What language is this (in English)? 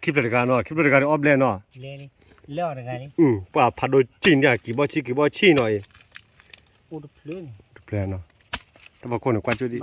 S'gaw Karen